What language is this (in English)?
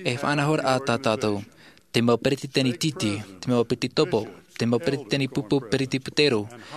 Tahitian